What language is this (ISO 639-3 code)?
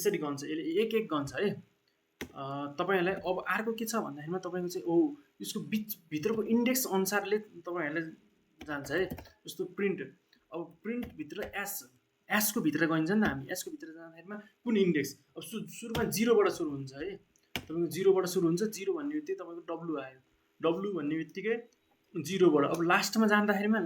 nep